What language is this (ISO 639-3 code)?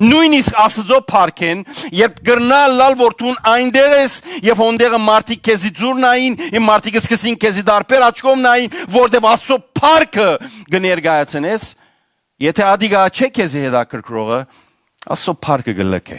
hyw